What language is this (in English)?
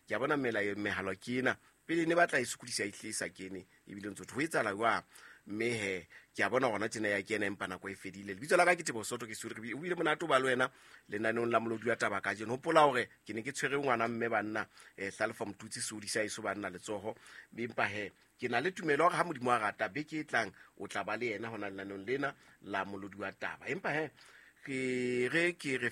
Southern Sotho